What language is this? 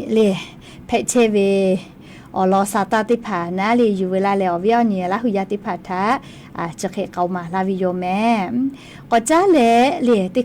Lahu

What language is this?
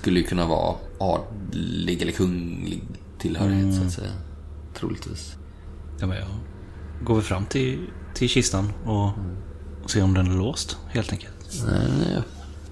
Swedish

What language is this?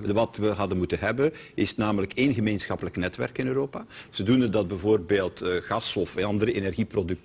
Dutch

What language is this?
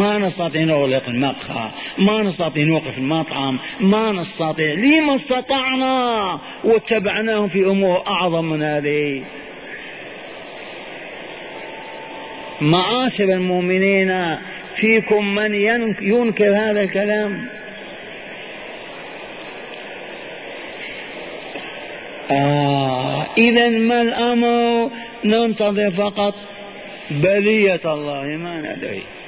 Arabic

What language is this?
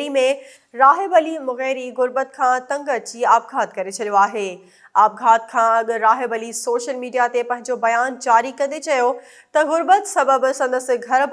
Sindhi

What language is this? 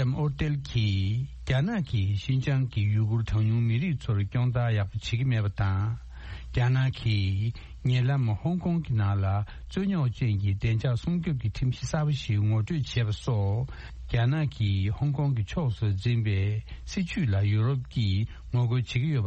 Tibetan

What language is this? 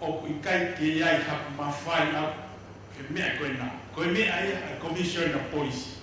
Tongan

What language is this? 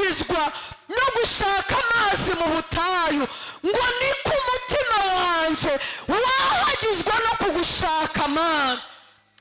Kinyarwanda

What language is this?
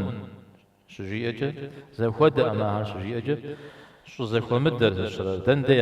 Kabardian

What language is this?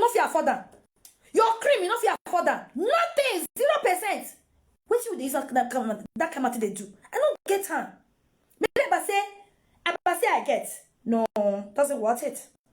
Nigerian Pidgin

